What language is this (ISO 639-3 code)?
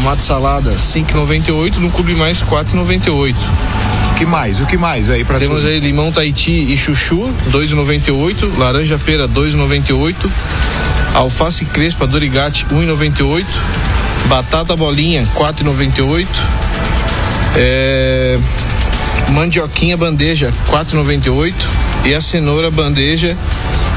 por